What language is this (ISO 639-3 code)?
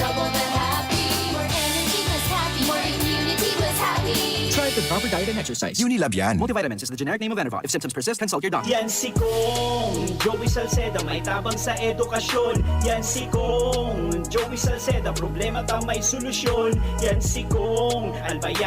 bik